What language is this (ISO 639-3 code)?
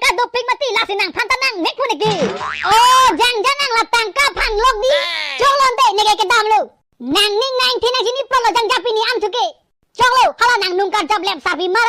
mjw